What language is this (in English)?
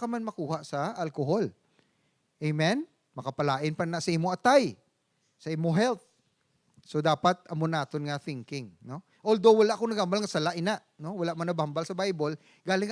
Hiligaynon